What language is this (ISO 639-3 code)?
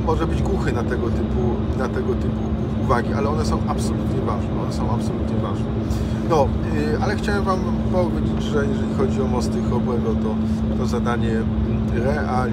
pol